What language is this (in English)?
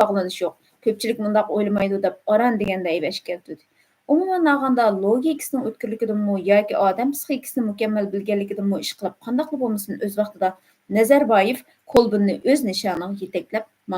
Uyghur